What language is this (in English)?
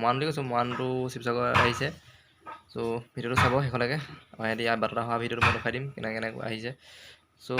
Assamese